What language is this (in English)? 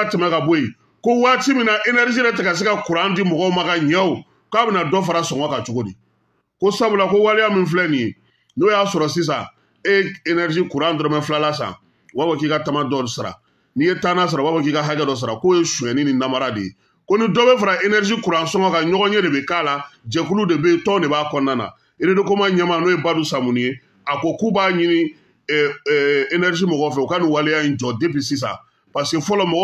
Bambara